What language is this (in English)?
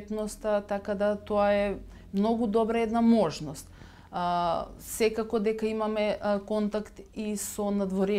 Macedonian